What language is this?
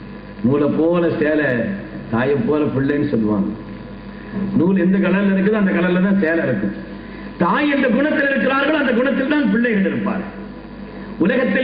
Tamil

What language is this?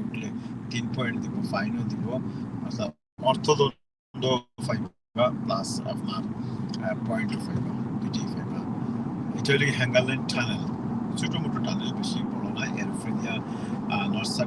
Sylheti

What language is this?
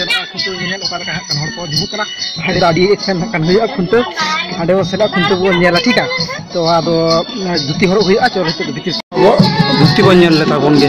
Santali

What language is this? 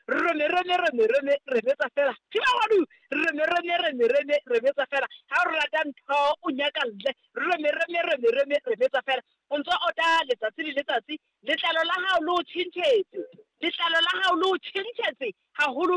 Southern Sotho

